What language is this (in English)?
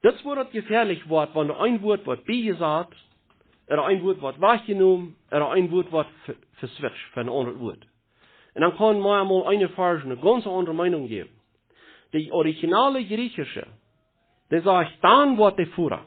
Plautdietsch